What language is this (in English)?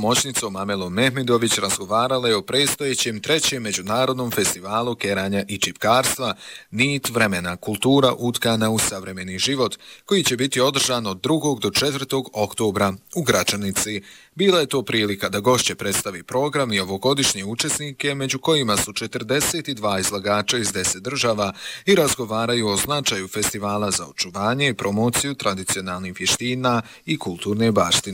Bosnian